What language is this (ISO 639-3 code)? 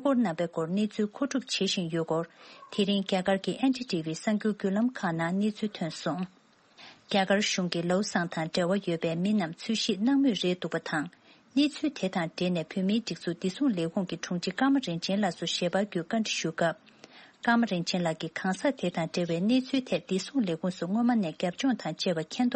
bod